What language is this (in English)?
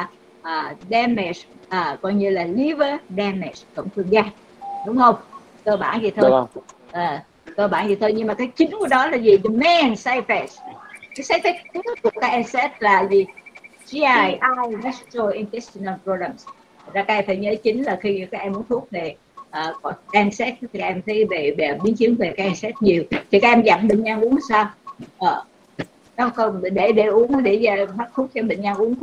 Vietnamese